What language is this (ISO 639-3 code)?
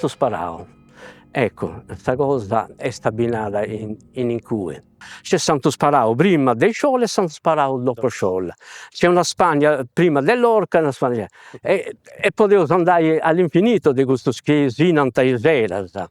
srd